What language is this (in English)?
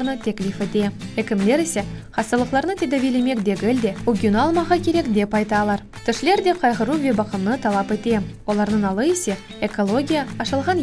Crimean Tatar